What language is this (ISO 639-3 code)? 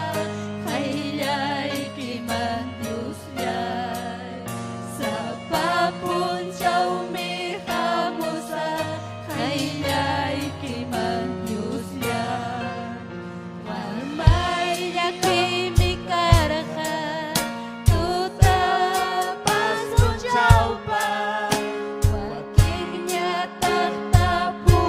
quy